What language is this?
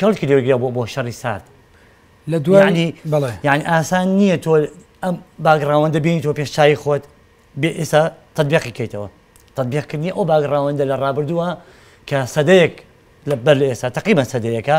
Central Kurdish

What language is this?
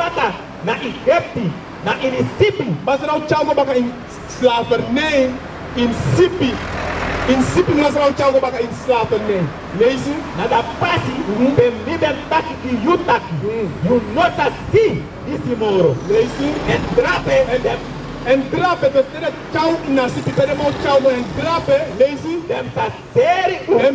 Sranan Tongo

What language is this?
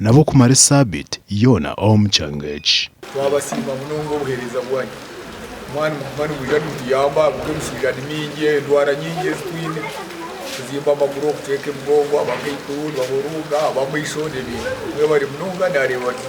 Nyankole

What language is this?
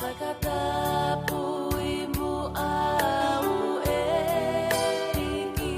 Tongan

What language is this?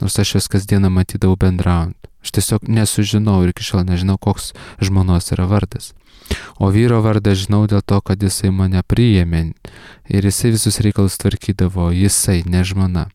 Lithuanian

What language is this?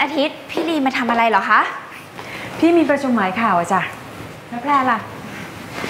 Thai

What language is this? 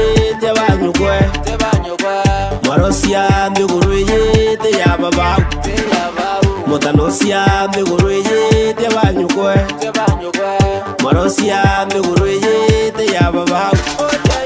Meru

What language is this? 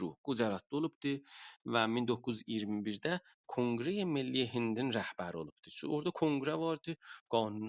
South Azerbaijani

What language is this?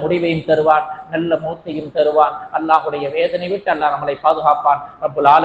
Tamil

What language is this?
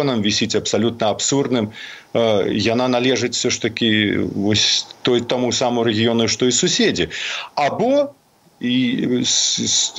Belarusian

